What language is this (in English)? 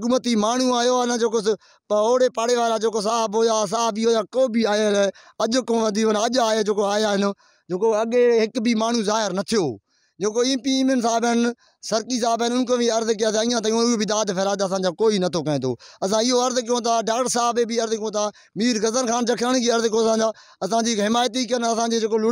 Sindhi